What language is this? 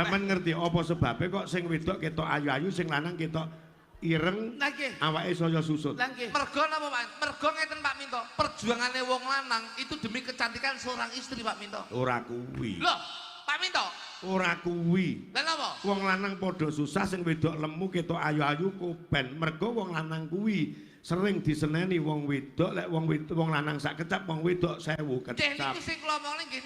Javanese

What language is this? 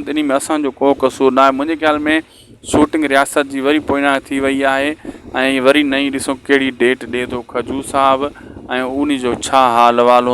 Sindhi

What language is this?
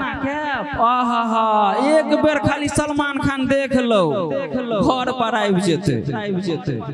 Maithili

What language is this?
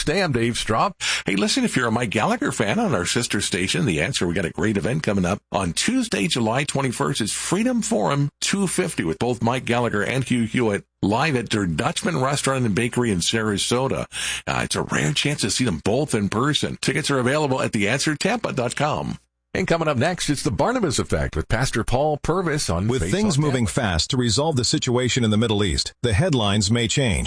English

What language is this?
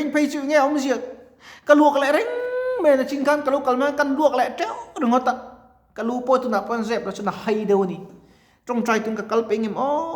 Mizo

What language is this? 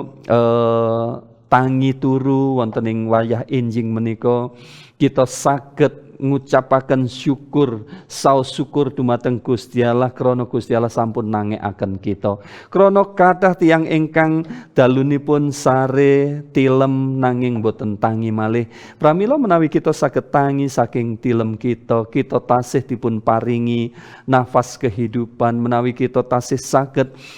Javanese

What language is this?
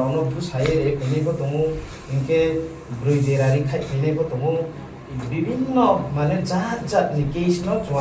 Riang (India)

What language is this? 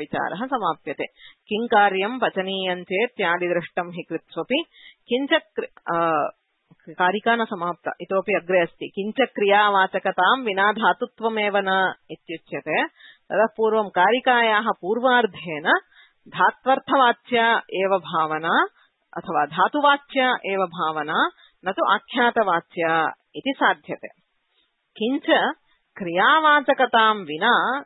Sanskrit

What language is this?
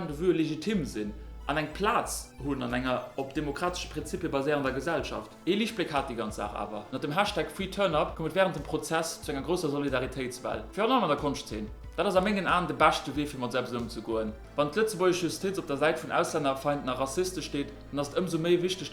Luxembourgish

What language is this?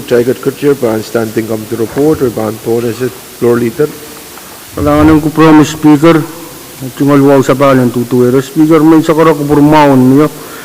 Pohnpeian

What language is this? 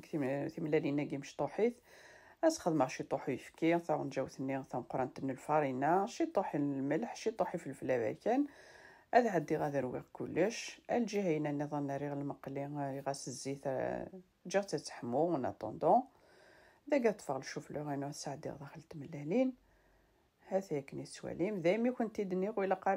Kabyle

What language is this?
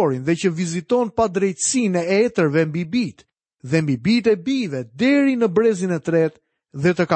Albanian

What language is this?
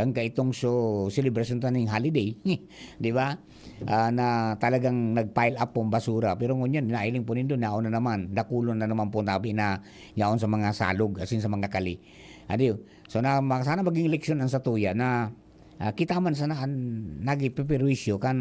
Bikol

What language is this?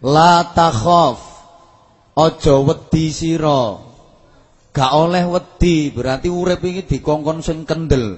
Javanese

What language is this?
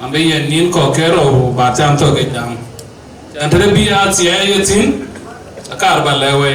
Dinka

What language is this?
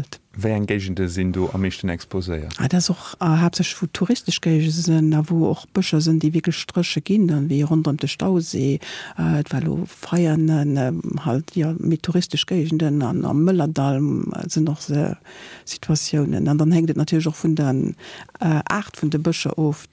Luxembourgish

